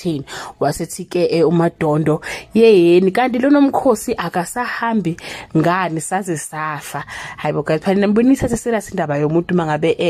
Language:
Zulu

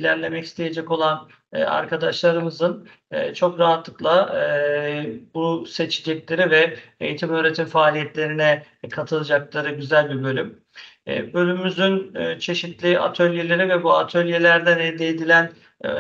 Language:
Turkish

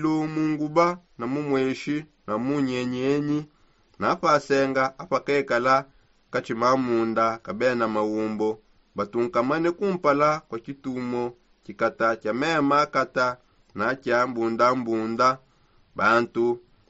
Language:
Songe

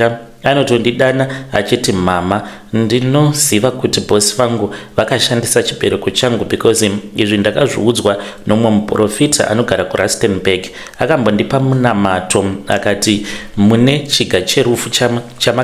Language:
Shona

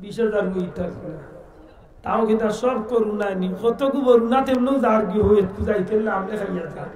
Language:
Sylheti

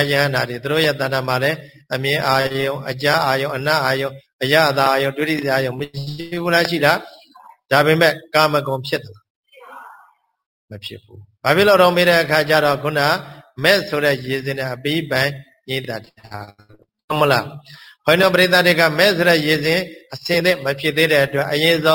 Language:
Burmese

